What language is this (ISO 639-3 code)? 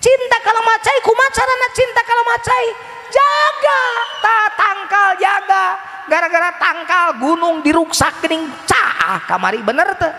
sun